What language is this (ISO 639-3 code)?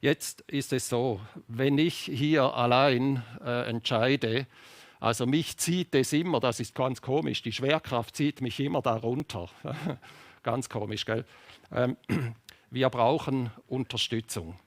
gsw